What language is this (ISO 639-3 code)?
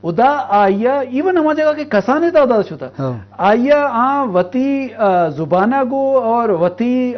bgp